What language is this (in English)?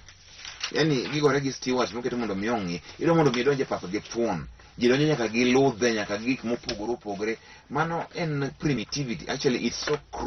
Luo (Kenya and Tanzania)